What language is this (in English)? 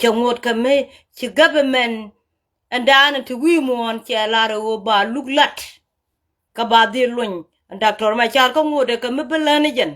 Nuer